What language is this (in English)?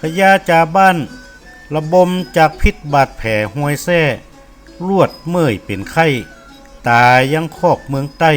Northern Thai